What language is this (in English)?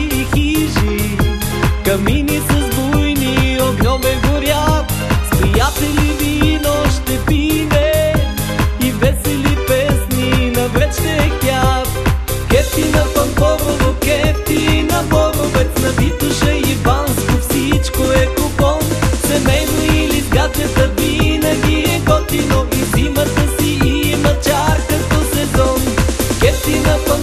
Bulgarian